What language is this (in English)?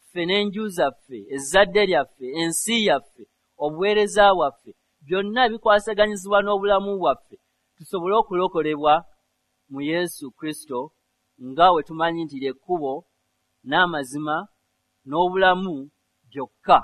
Ganda